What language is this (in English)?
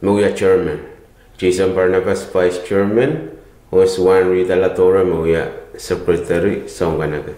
Pohnpeian